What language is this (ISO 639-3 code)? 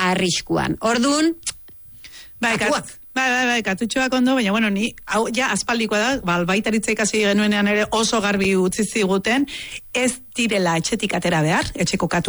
eus